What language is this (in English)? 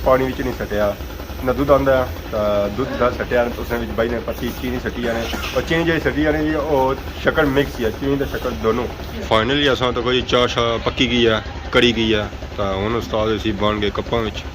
Pahari-Potwari